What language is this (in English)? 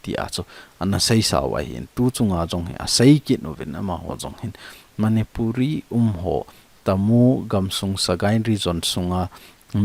Thado Chin